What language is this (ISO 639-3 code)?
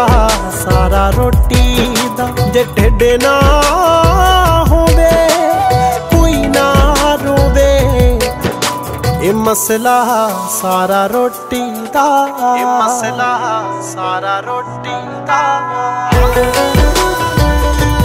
pan